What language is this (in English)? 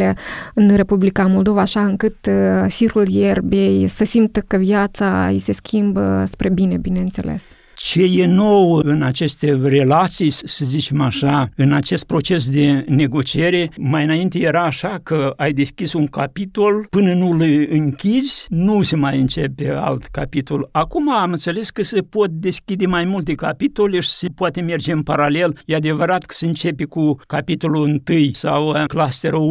Romanian